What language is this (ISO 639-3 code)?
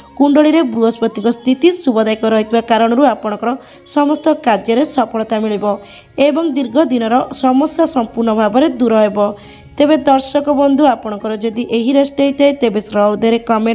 ori